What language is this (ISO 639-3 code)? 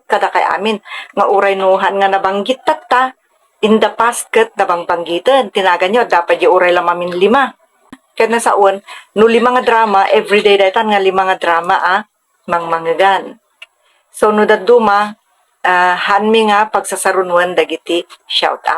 ilo